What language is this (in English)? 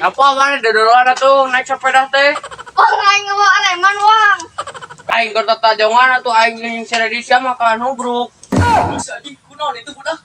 Sundanese